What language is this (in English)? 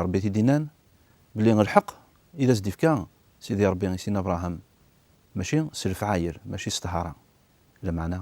Kabyle